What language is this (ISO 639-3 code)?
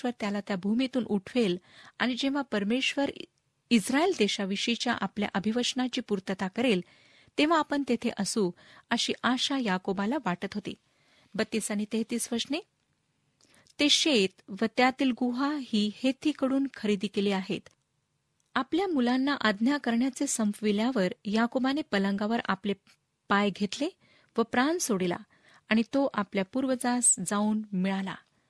mar